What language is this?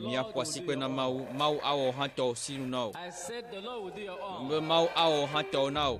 Ewe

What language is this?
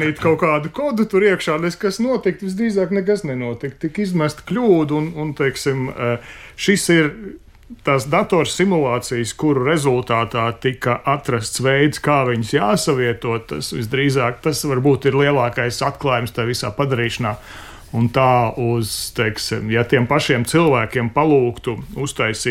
Latvian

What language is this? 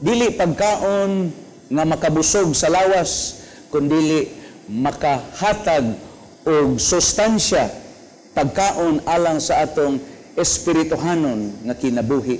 Cebuano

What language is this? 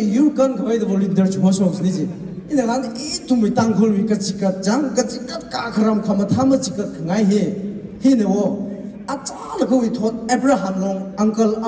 Tangkhul Naga (India)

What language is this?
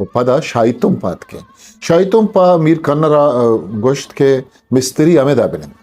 Eastern Balochi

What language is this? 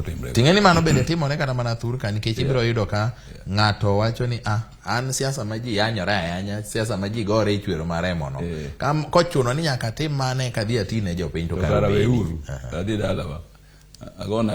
Luo (Kenya and Tanzania)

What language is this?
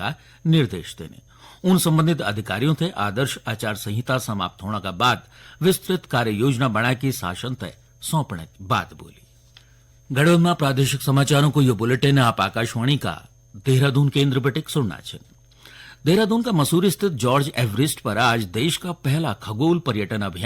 Garhwali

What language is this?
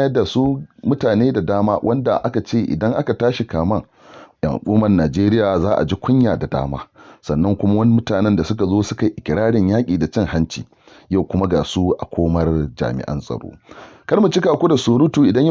Hausa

